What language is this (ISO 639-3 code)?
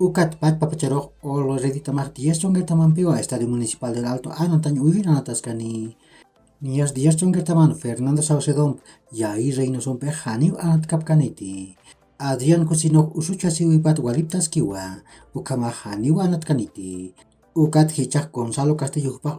aym